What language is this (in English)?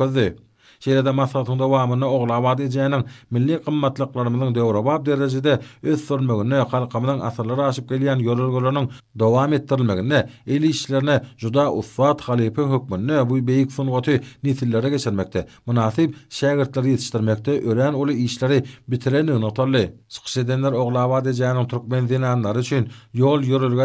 Turkmen